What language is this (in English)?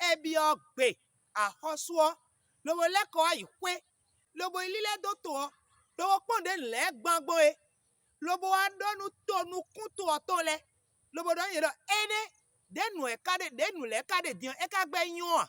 Fon